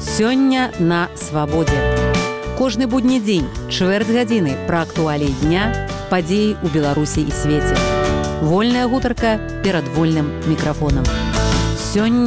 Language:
Belarusian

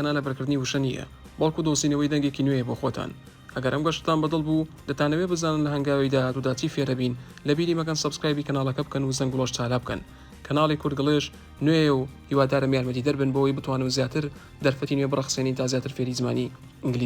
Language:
Central Kurdish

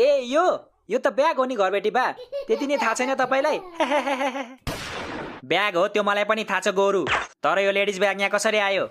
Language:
Nepali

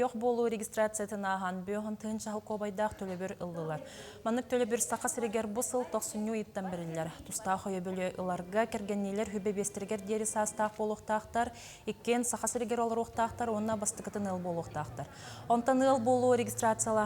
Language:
Yakut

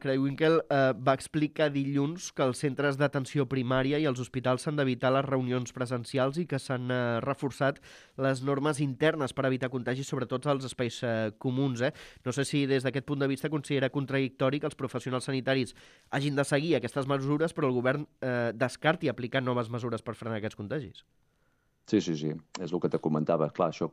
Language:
Catalan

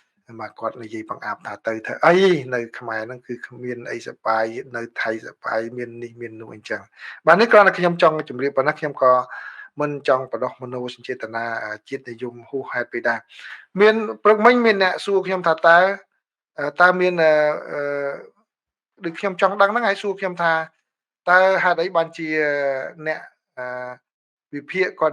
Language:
Khmer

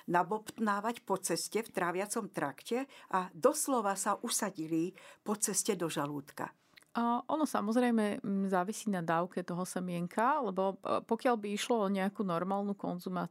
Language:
Slovak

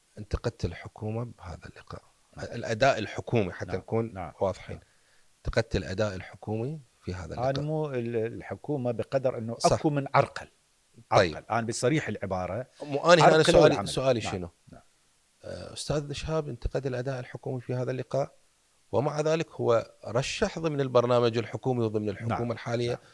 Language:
Mesopotamian Arabic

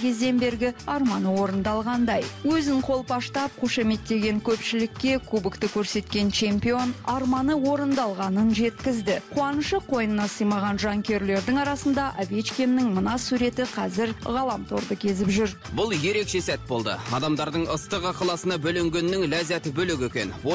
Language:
Kazakh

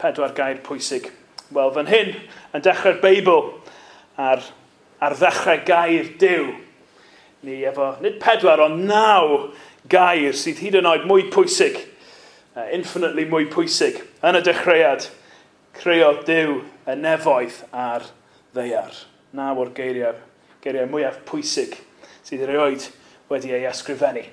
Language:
Welsh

